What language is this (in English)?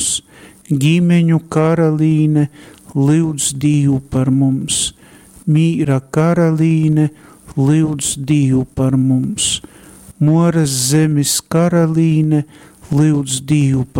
Latgalian